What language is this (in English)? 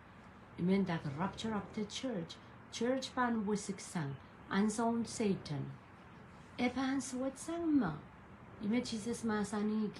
Pohnpeian